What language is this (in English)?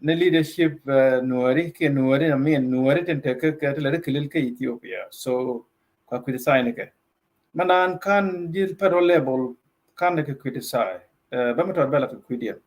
Nuer